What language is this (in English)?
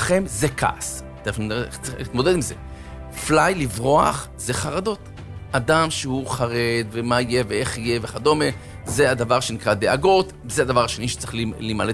Hebrew